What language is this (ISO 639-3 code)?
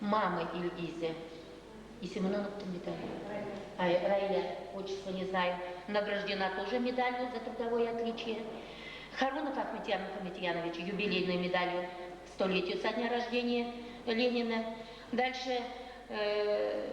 bak